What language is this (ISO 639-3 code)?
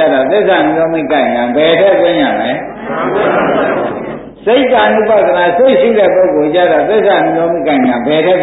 mya